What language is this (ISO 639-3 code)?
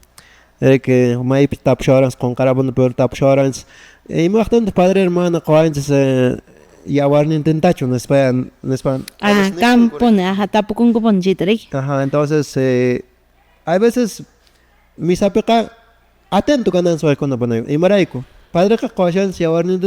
que